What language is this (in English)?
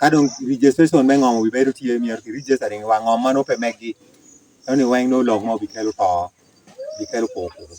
Acoli